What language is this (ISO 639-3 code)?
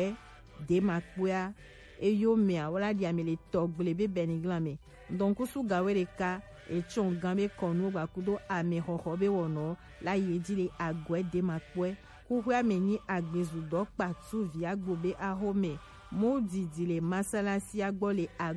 gej